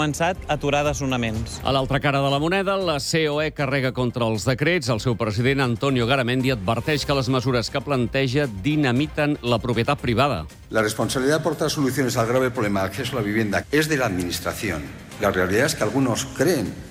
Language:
Catalan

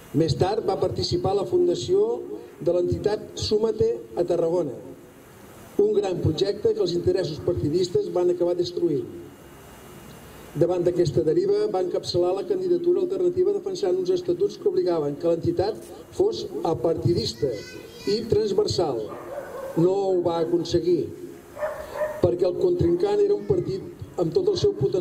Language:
Catalan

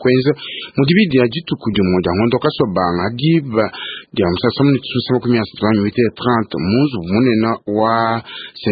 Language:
Luba-Lulua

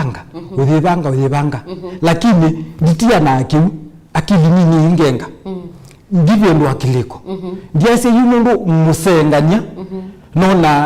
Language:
Kamba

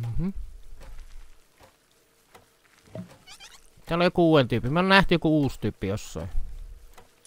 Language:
Finnish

